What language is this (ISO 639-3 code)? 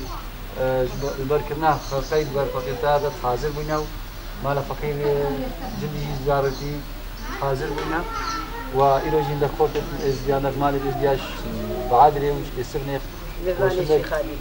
kur